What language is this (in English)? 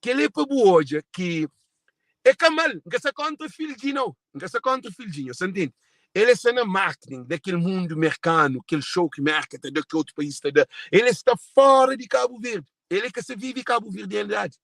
Kabuverdianu